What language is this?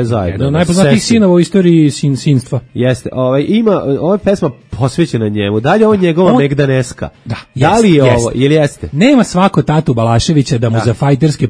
Serbian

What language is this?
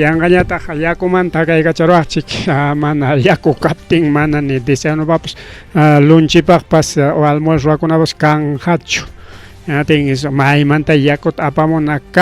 Ayacucho Quechua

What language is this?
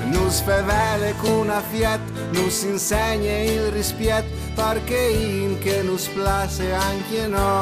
Friulian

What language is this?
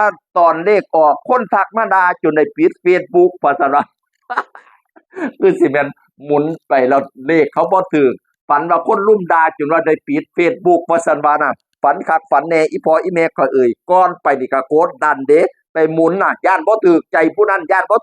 Northeastern Thai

